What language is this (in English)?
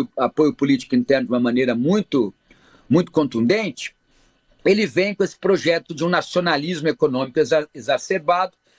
Portuguese